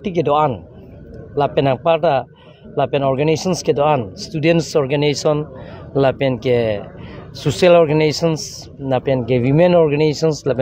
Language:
Karbi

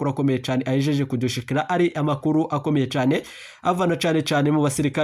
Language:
Rundi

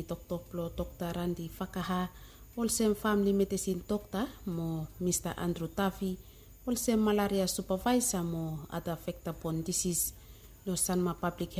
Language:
Bislama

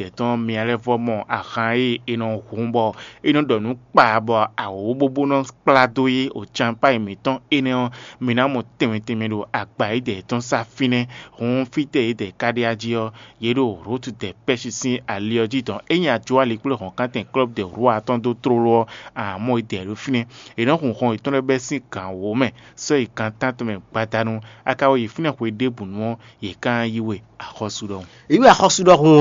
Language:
Fon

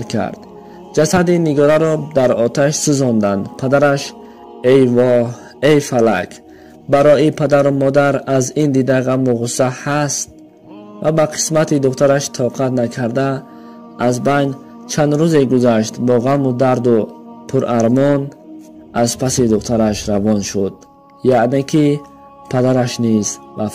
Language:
Tajik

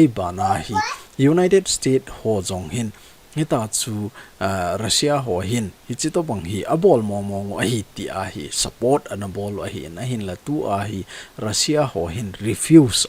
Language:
Thado Chin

